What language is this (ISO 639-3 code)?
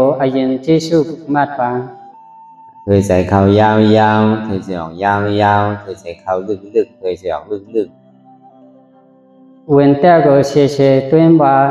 shn